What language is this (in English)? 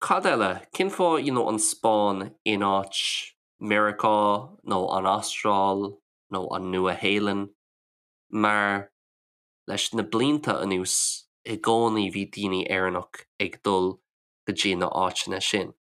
Irish